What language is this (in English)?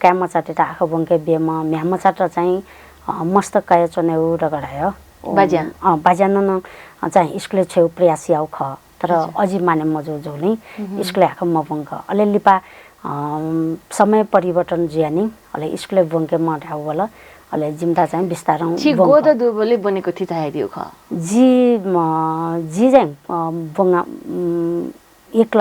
Newari